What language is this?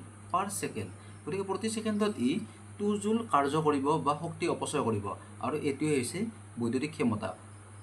Assamese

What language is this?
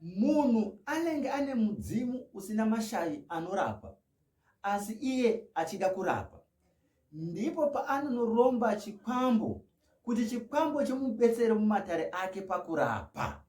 Shona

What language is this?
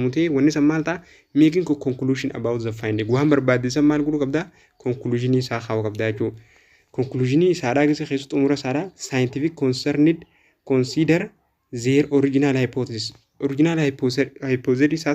Oromo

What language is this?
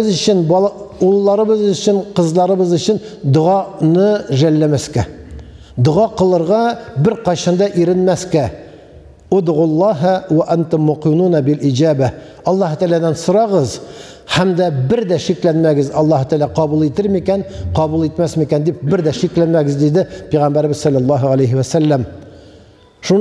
Tatar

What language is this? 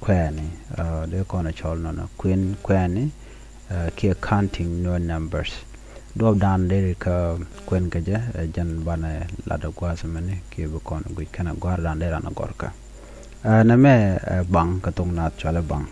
Nuer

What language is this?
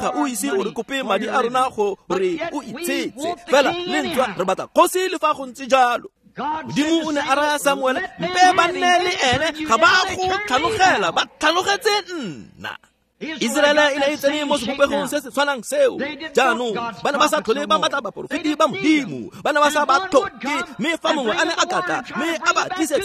Tswana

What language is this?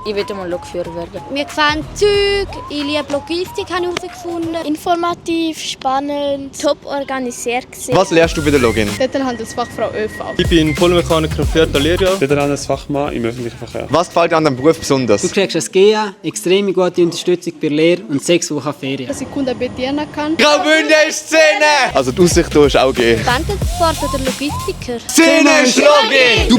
Swiss German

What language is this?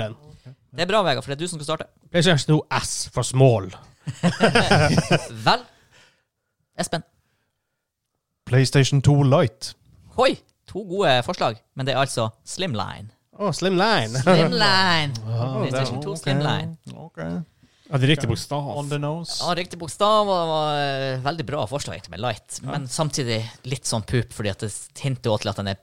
Norwegian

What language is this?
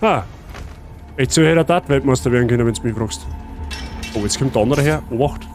Bavarian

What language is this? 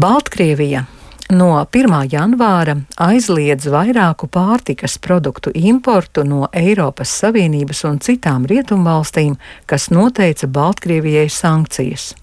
Latvian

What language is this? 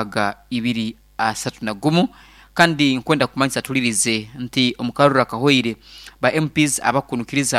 Nyankole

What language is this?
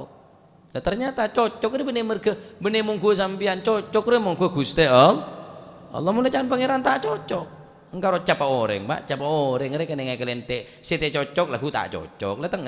Madurese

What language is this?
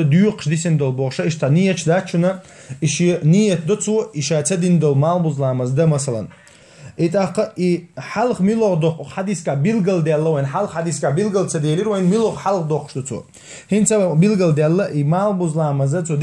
Chechen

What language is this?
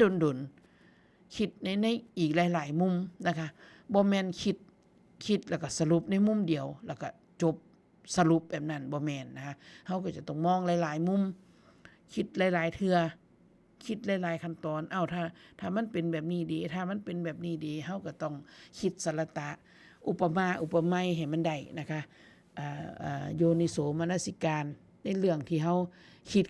Northeastern Thai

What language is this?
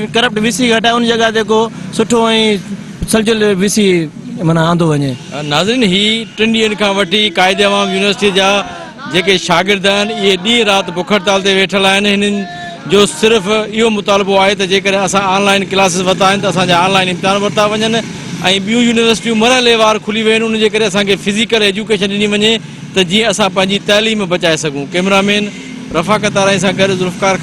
Sindhi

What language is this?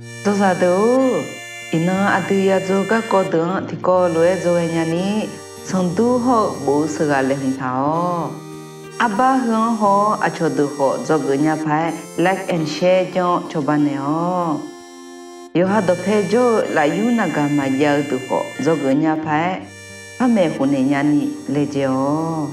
Akha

